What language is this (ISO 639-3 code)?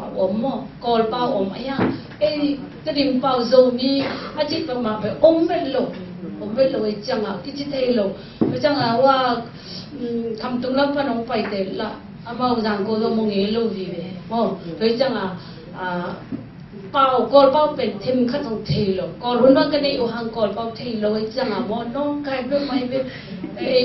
ctd